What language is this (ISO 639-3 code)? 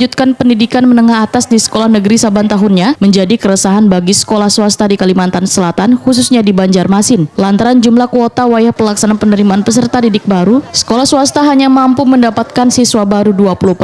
bjn